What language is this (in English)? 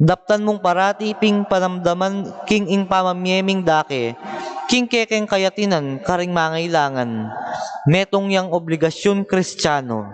Pampanga